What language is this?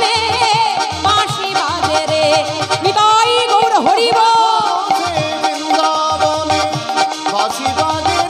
Bangla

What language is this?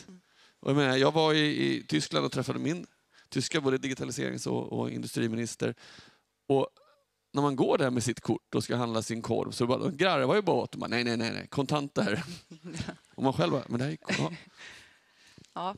Swedish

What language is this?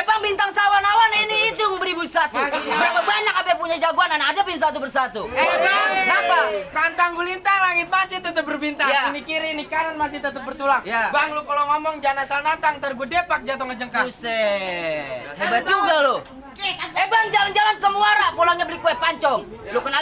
Betawi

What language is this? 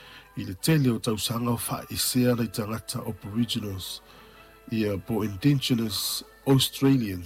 Samoan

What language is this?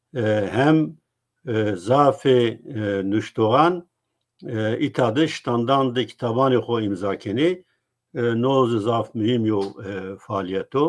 Zaza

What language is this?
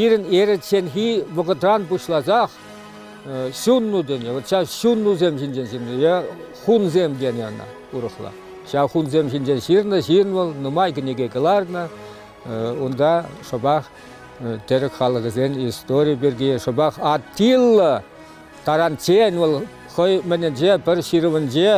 Chuvash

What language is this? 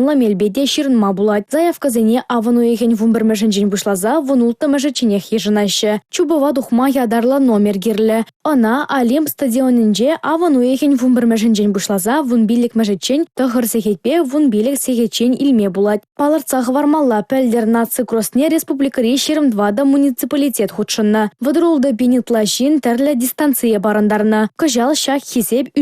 Chuvash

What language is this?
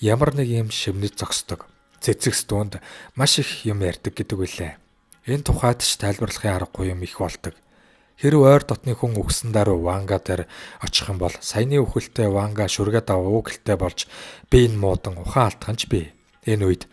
Mongolian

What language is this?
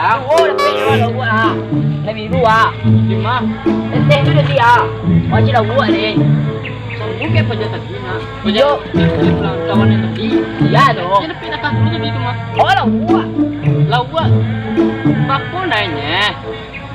Minangkabau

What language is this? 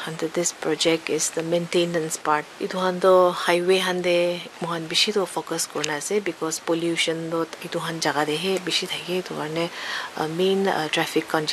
Naga Pidgin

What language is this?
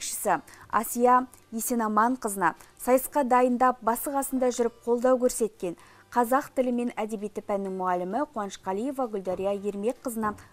Kazakh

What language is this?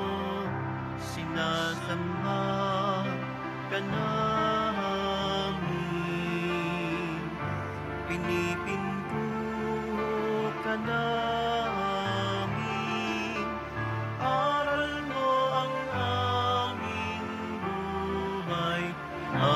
Filipino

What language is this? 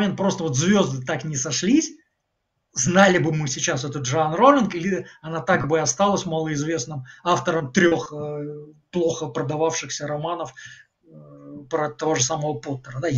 Russian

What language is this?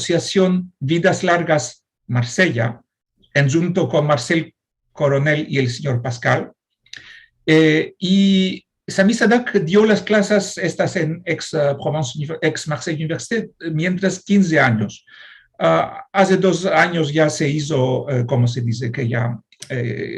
Ladino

